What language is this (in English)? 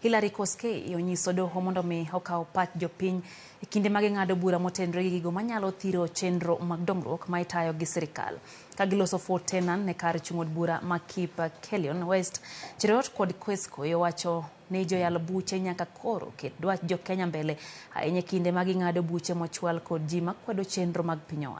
Luo (Kenya and Tanzania)